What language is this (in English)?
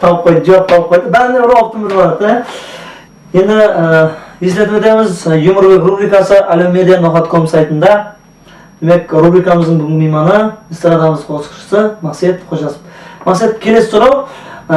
Kara-Kalpak